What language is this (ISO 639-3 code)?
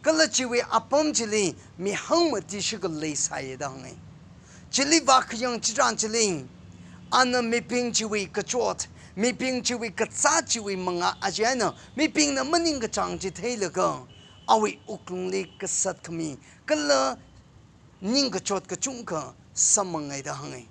nmf